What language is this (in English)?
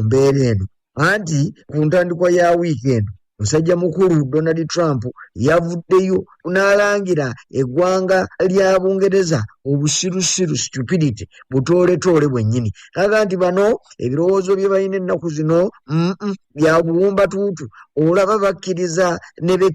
Ganda